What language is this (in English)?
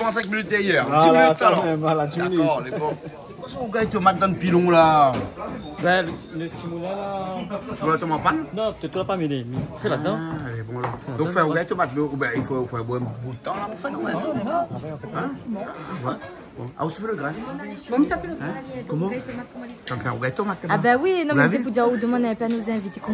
Réunion Creole French